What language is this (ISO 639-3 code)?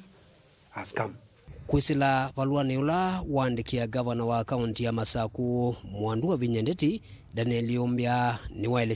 kam